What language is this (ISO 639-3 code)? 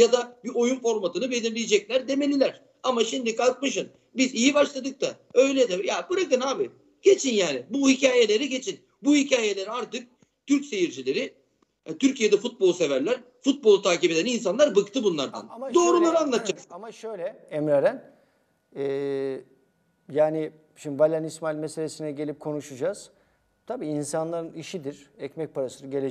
tur